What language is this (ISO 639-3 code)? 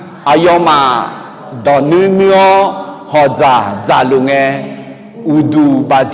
ahk